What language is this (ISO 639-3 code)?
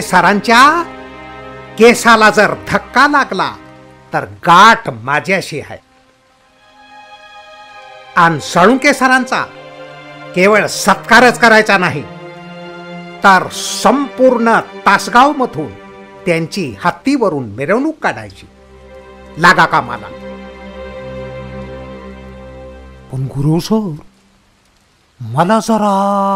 mar